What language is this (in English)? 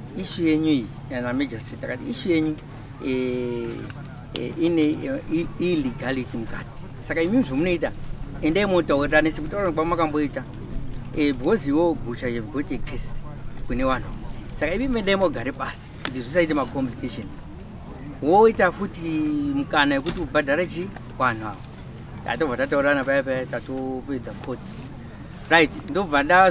Shona